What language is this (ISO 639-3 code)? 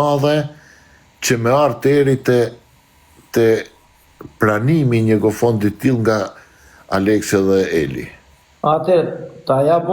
sqi